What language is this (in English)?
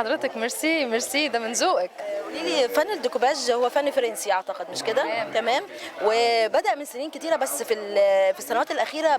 Egyptian Arabic